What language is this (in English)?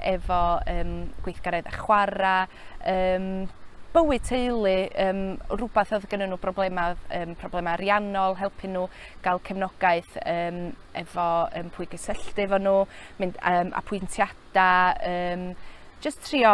Welsh